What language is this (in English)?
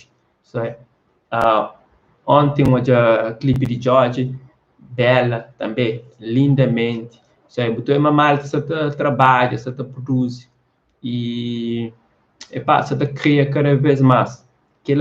Kabuverdianu